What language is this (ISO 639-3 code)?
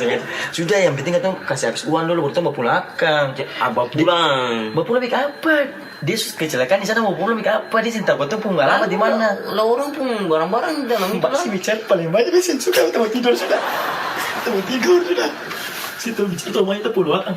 abs